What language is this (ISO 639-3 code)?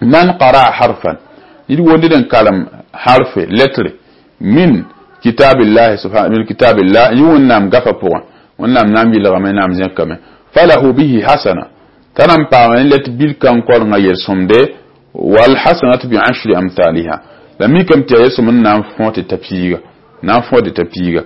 mos